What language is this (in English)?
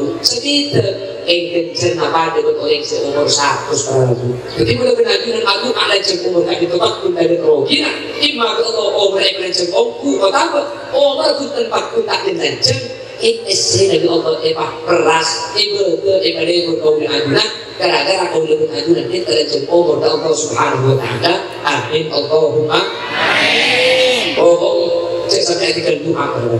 Madurese